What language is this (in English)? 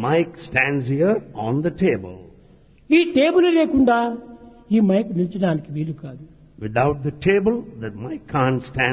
Telugu